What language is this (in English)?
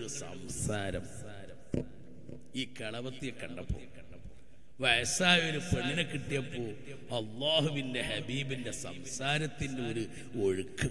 Malayalam